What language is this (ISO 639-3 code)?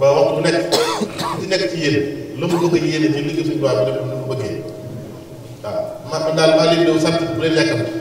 wol